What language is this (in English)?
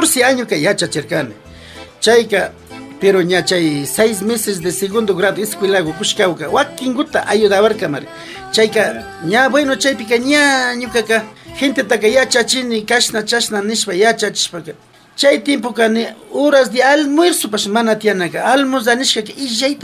Imbabura Highland Quichua